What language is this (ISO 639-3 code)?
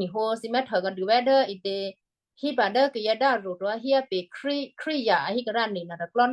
kyu